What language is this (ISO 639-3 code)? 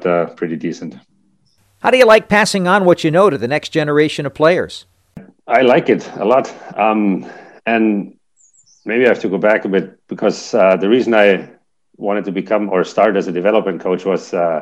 eng